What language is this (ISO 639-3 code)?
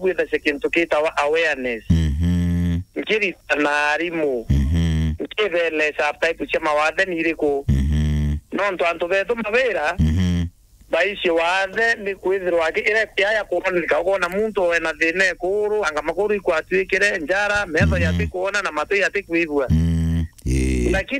mer